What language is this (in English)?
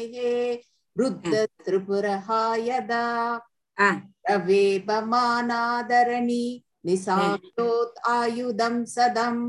Tamil